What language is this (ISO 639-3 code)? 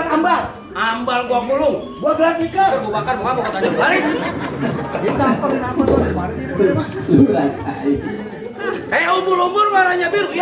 bew